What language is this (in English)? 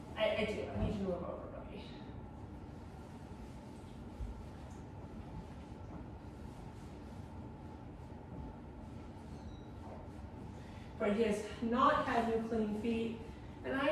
English